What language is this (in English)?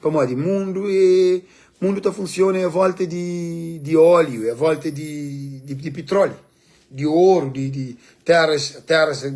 Kabuverdianu